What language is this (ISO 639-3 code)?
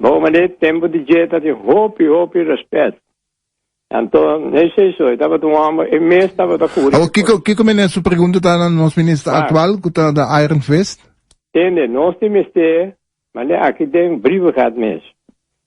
pap